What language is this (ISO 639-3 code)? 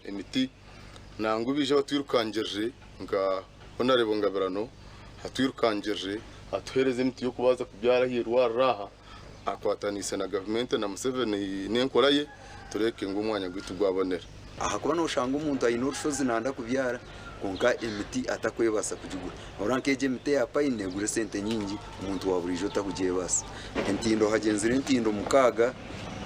nyn